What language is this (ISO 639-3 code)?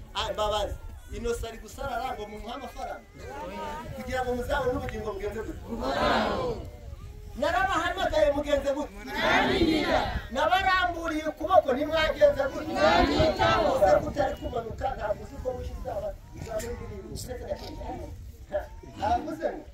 kin